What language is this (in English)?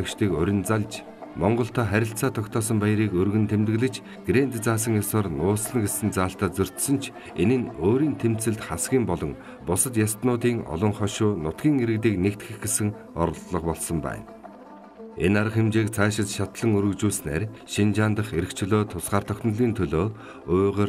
Mongolian